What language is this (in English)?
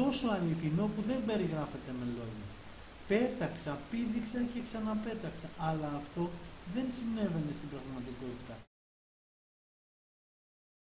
Greek